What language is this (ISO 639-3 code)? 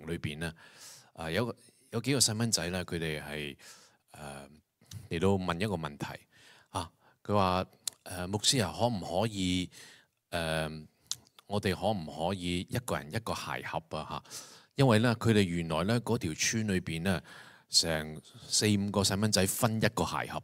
yue